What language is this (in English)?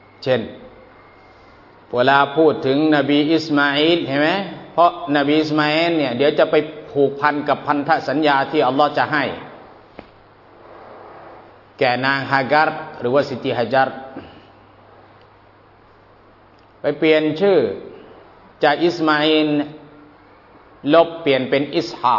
Thai